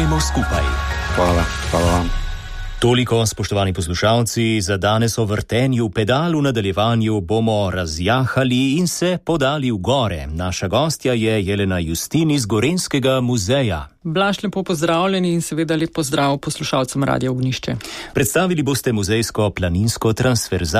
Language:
Slovenian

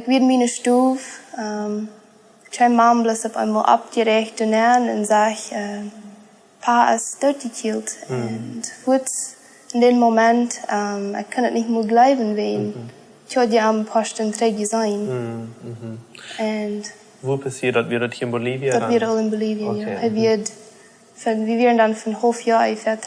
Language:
Plautdietsch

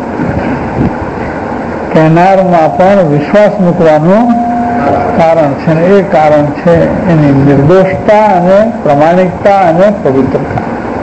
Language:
Gujarati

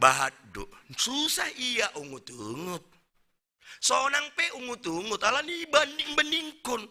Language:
Batak Simalungun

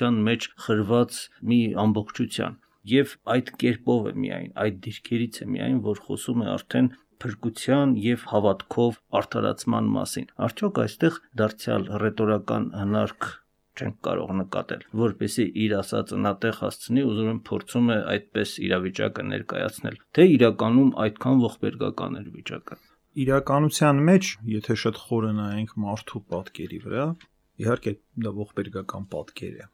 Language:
Armenian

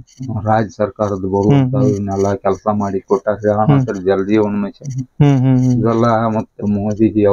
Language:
Kannada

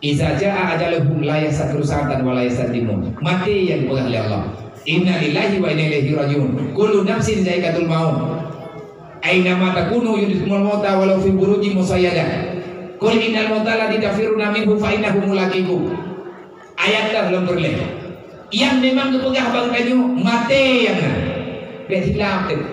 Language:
Achinese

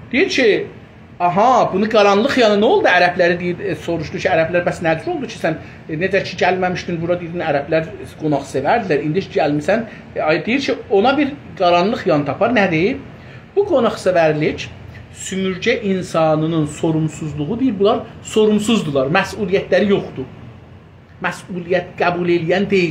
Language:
South Azerbaijani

